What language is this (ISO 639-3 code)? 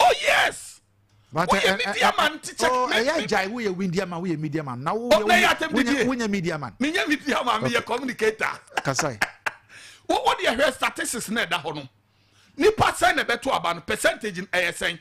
aka